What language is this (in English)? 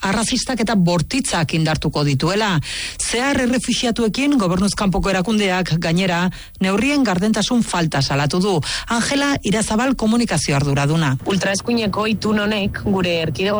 Basque